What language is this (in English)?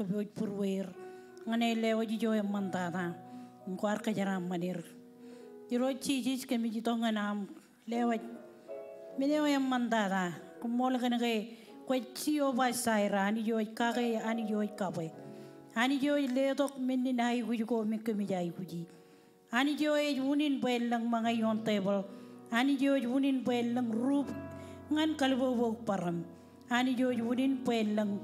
Marshallese